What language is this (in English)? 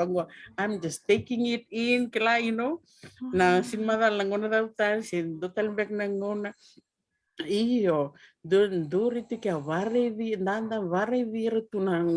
Fijian